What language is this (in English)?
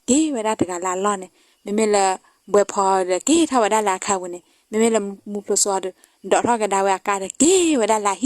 S'gaw Karen